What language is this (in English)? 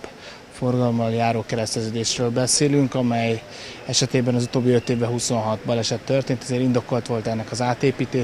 Hungarian